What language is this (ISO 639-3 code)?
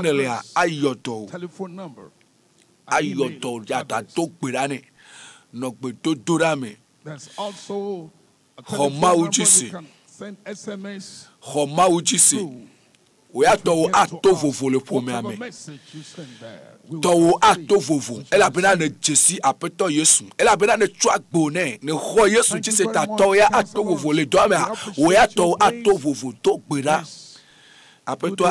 ewe